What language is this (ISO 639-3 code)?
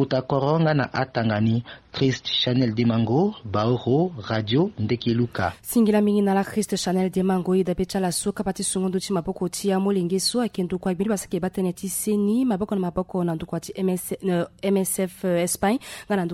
sag